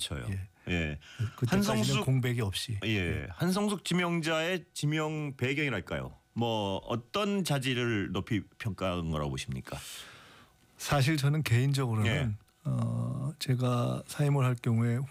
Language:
Korean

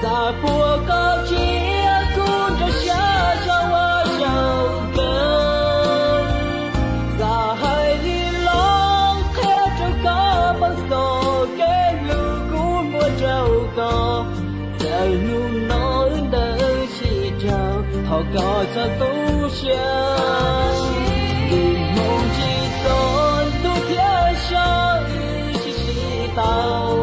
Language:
Hmong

